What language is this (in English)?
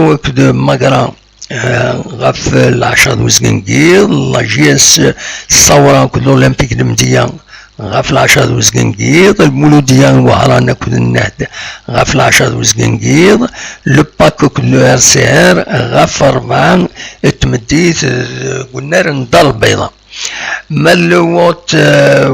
Kabyle